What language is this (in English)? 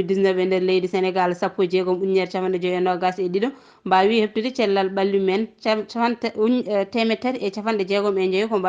Fula